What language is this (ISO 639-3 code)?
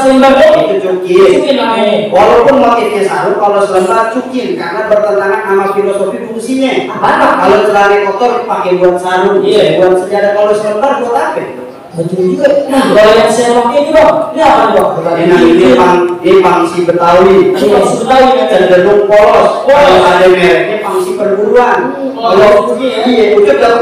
bew